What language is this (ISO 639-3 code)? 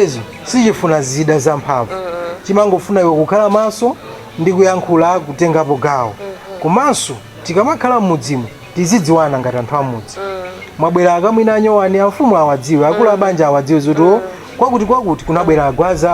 nya